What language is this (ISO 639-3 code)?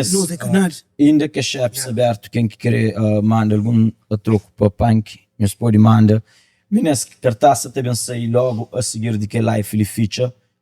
kea